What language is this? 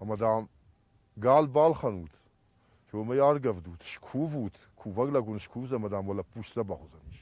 Ossetic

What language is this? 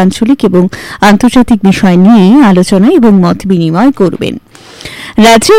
Bangla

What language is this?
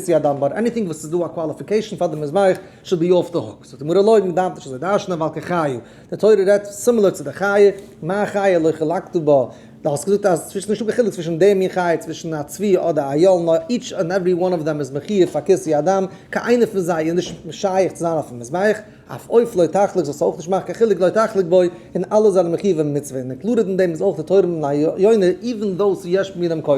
Yiddish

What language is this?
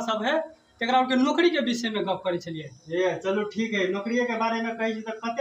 Maithili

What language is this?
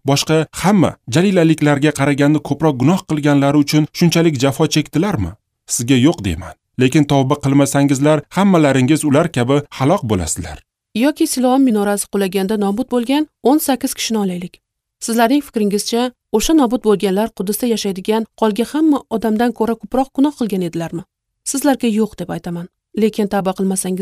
Uzbek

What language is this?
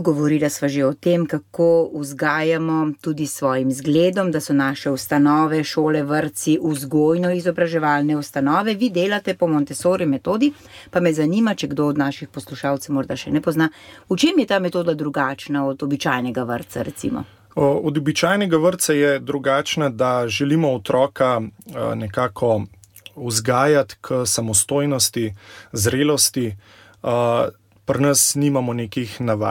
Slovenian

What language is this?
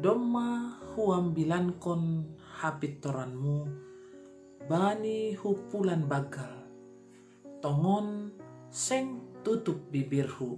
Batak Simalungun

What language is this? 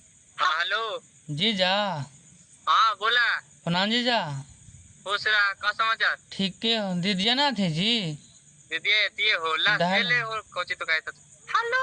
Magahi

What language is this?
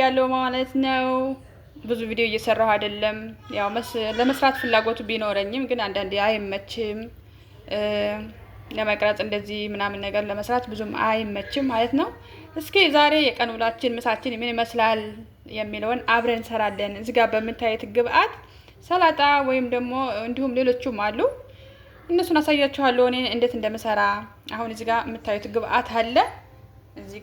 Amharic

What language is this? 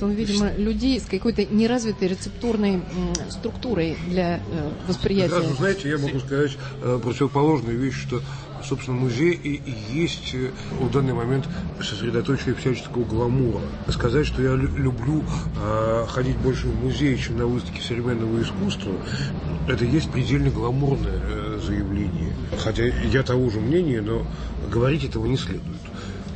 Russian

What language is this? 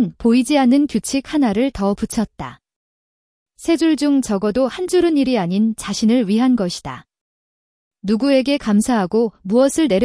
Korean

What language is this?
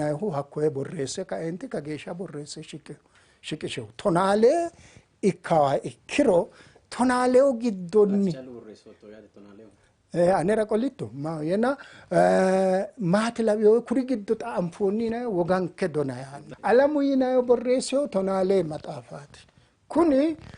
Sidamo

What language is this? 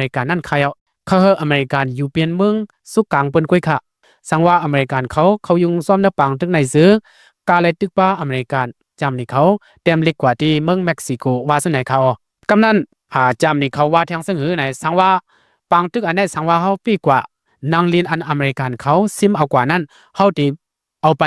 Lao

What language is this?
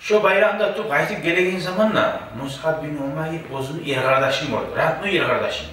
Kumyk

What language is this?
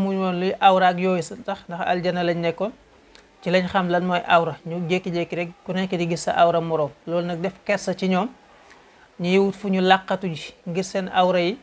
Wolof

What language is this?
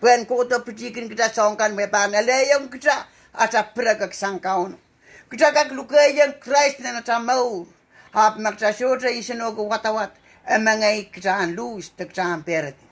Pohnpeian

